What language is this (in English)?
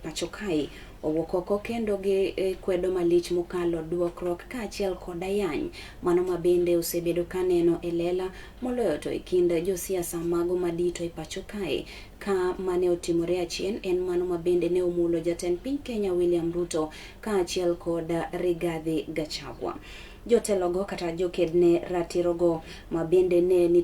Luo (Kenya and Tanzania)